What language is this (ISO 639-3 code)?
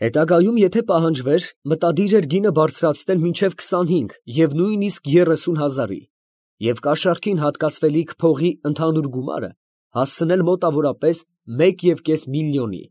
hye